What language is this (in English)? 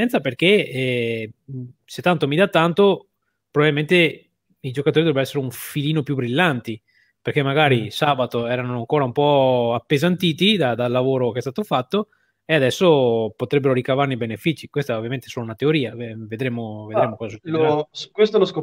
Italian